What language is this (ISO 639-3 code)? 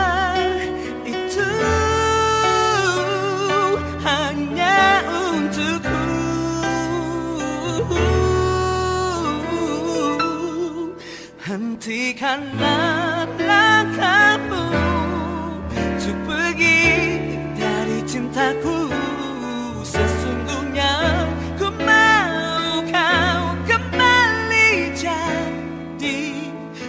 ind